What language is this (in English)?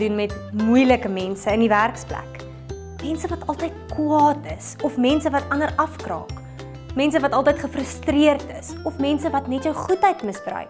Afrikaans